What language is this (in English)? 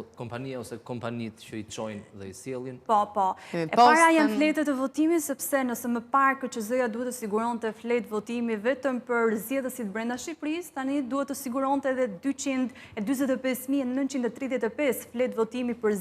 Albanian